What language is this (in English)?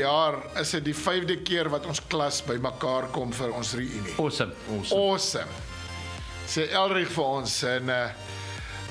Afrikaans